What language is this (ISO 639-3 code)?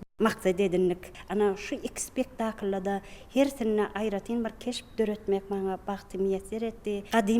tuk